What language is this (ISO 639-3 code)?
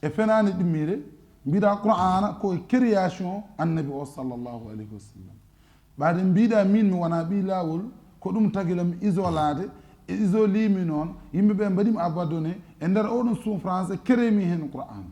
ful